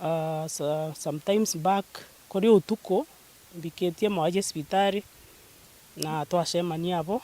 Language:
Meru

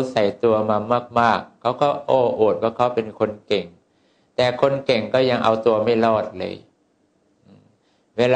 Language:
Thai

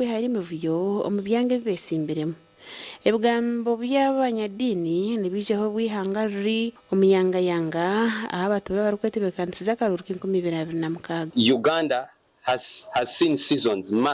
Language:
Nyankole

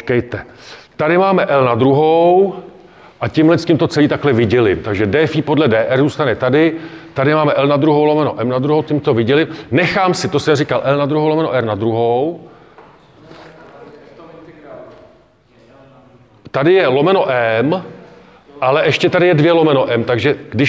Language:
Czech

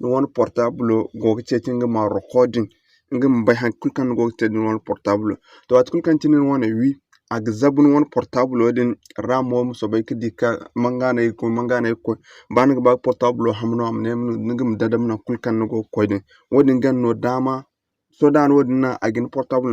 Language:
Zarma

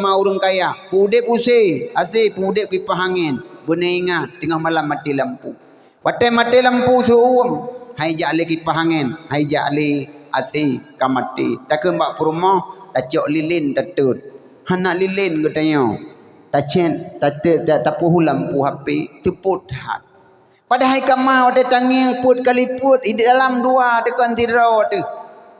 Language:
Achinese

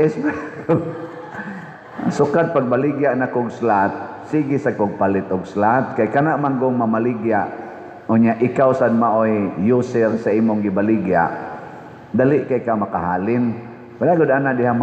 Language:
Cebuano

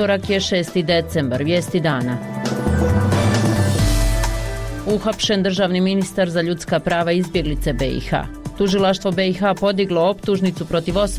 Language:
Bosnian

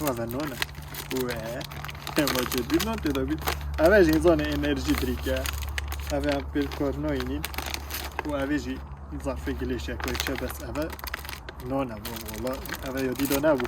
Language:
Kurdish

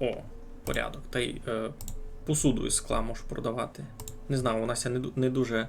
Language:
Rusyn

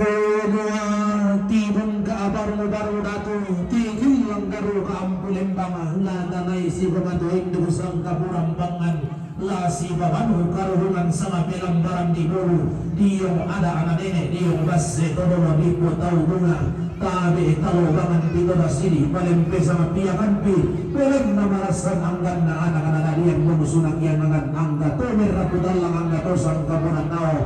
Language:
Toraja-Sa'dan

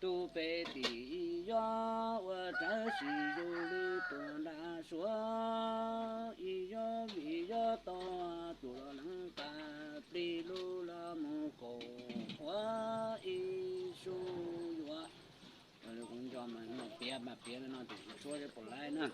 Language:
Hmong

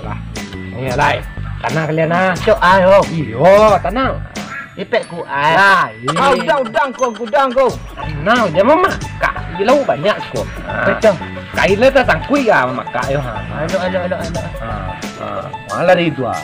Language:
Minangkabau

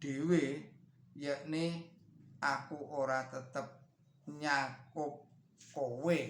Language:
Javanese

